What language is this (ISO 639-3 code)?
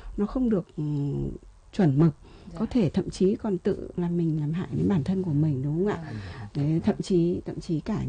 vie